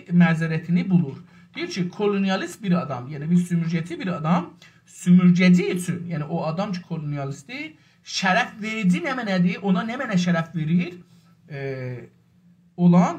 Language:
South Azerbaijani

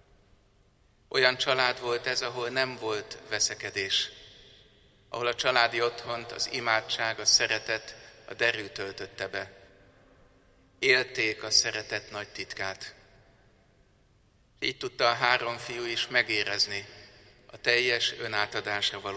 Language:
Hungarian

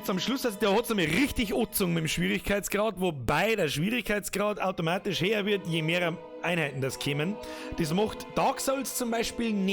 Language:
Bavarian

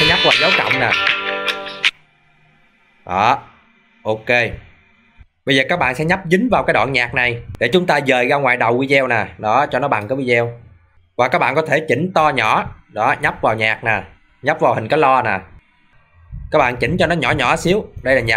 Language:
Vietnamese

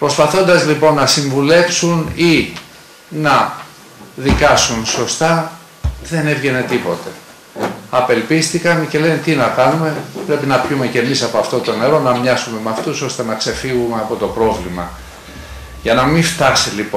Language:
Greek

